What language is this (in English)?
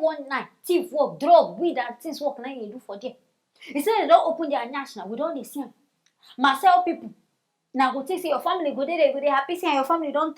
Nigerian Pidgin